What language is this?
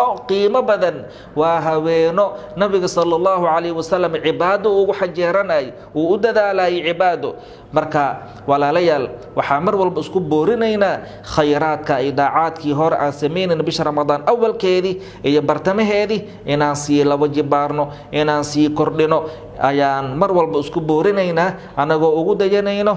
Somali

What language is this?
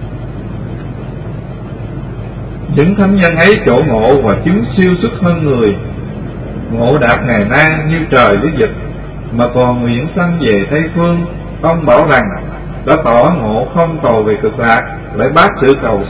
Vietnamese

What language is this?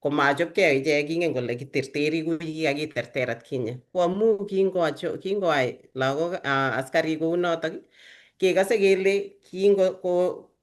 Kalenjin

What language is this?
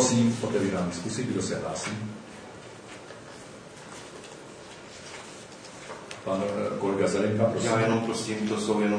Czech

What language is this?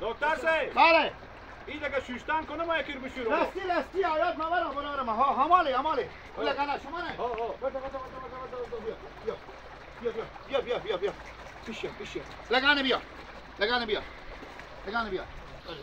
Hazaragi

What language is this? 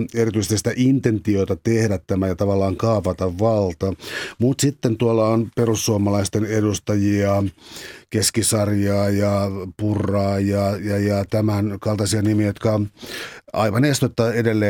Finnish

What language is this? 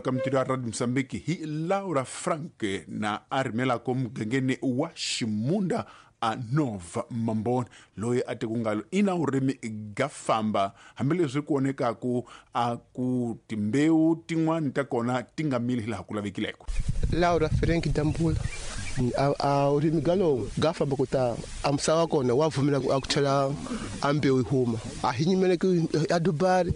Tsonga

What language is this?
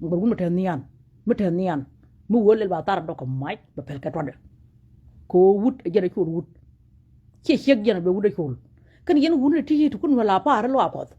Nuer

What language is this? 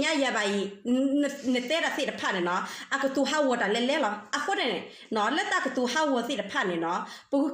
S'gaw Karen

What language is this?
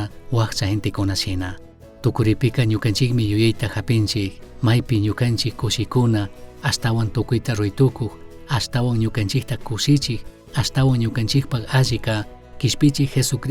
Chimborazo Highland Quichua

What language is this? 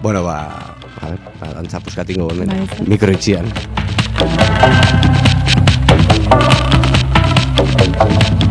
Basque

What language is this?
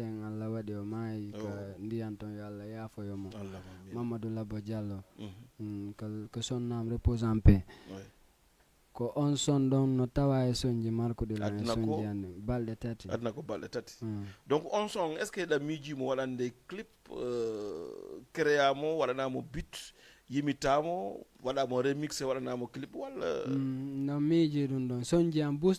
Fula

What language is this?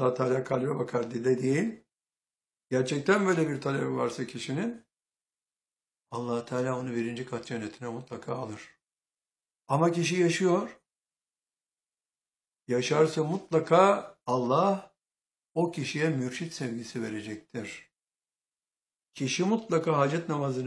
Turkish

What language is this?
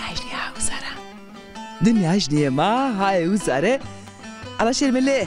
Zaza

